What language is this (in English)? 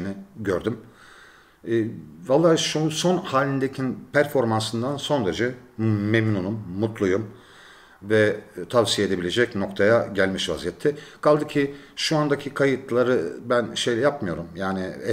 Turkish